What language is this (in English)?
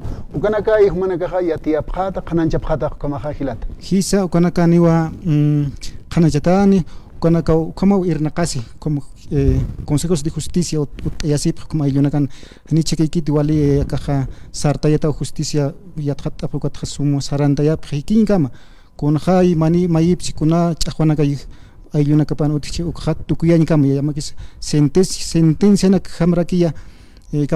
Aymara